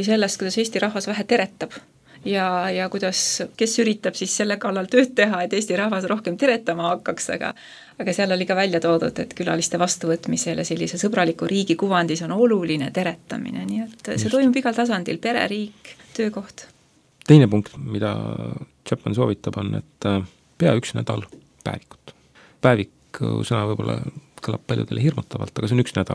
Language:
Estonian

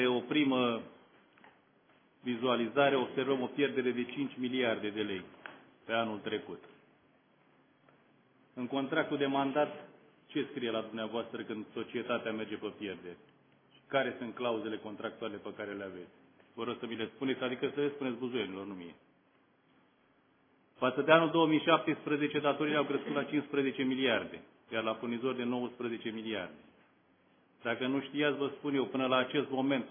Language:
Romanian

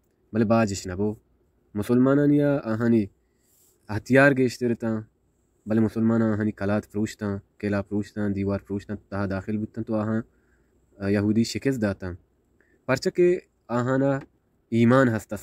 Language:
Baluchi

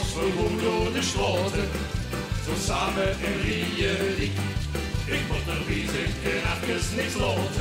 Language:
Limburgish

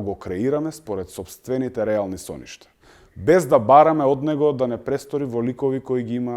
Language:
Macedonian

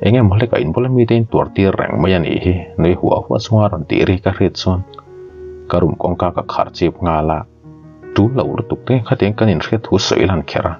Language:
Mizo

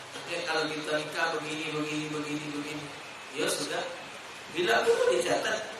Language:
Musi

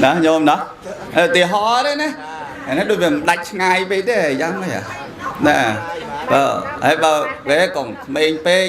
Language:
Khmer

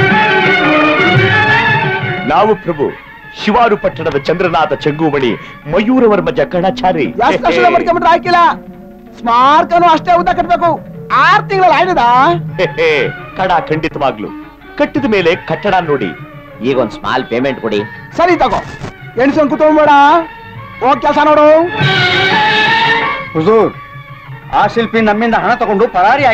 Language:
Kannada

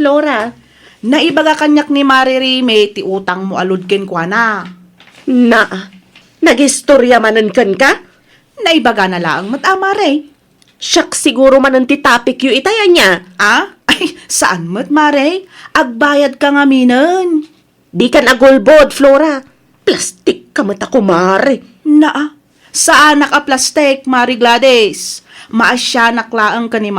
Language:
Iloko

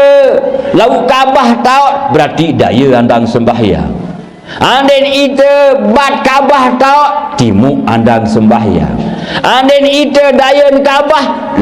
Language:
Sasak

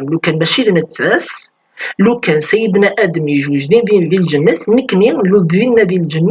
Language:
Kabyle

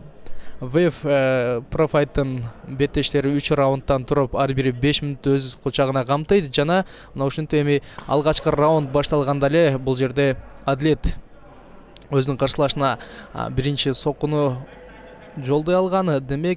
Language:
Kyrgyz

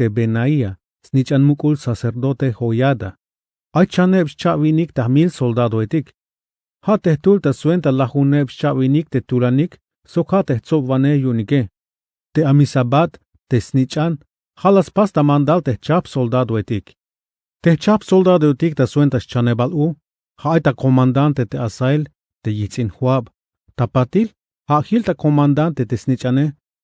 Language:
Tzeltal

